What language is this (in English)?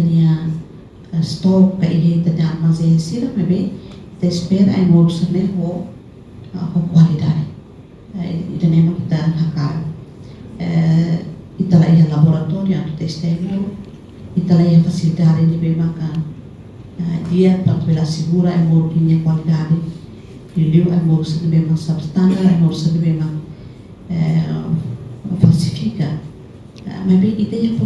Tetum